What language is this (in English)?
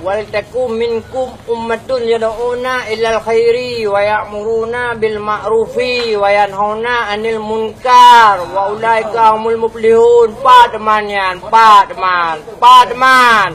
Achinese